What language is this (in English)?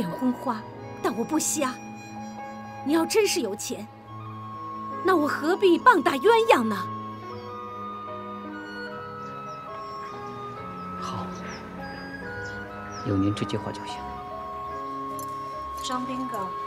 Chinese